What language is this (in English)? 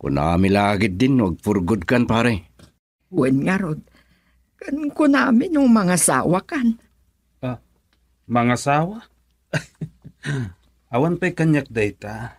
Iloko